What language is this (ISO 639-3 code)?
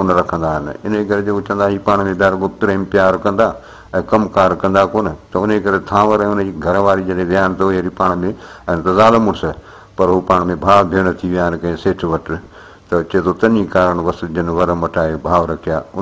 snd